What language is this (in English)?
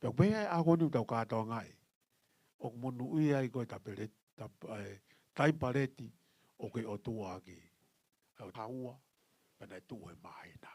Tongan